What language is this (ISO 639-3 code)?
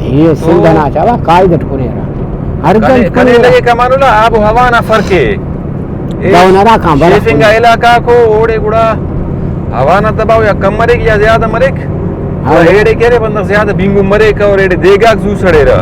brh